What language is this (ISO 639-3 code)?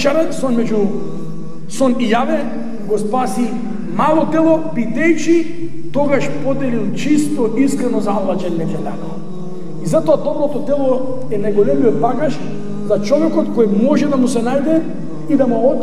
mkd